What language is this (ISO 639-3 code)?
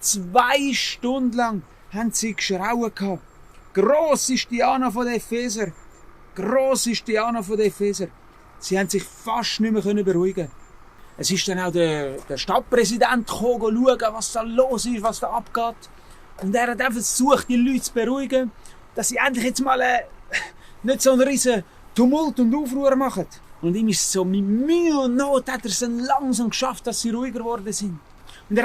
gsw